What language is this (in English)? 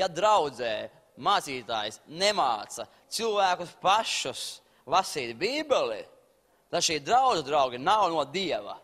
Latvian